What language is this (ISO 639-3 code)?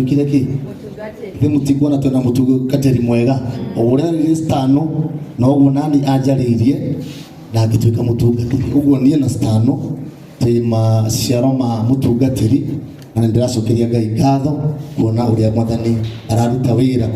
kik